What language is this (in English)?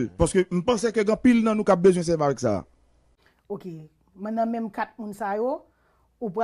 Haitian Creole